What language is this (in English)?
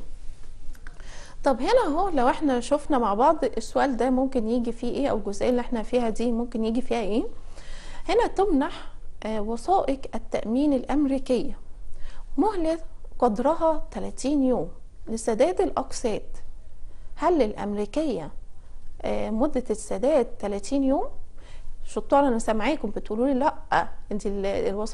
Egyptian Arabic